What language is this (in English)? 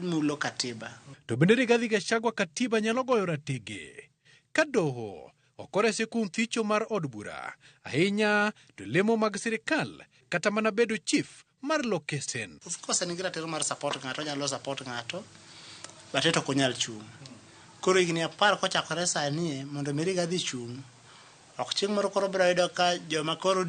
Luo (Kenya and Tanzania)